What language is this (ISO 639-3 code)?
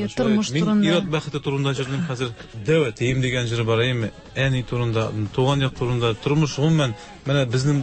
tat